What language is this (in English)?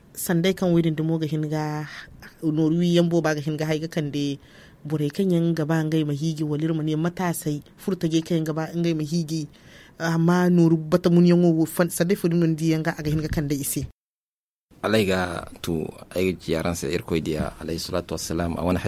Zarma